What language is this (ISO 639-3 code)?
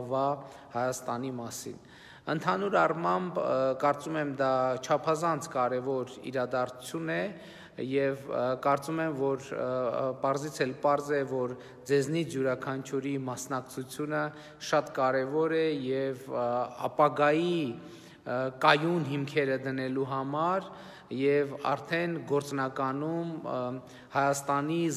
hye